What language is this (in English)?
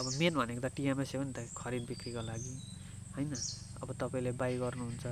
Nepali